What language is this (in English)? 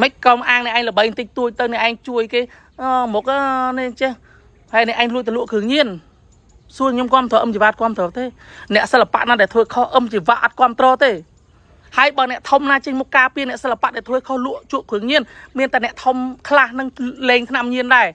Khmer